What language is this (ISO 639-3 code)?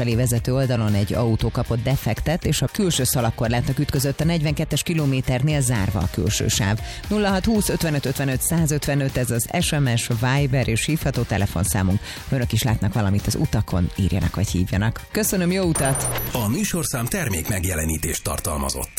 hun